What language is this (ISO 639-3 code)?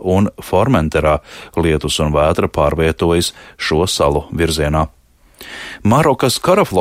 lav